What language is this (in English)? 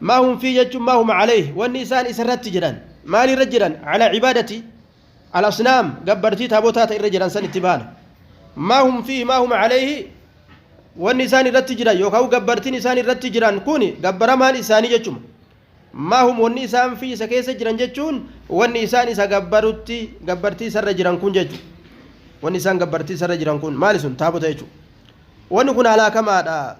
Oromo